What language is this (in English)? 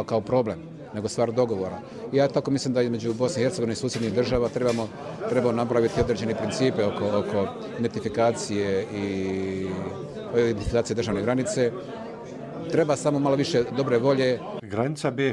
Bosnian